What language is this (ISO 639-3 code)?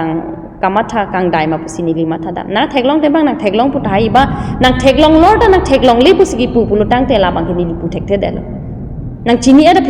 mjw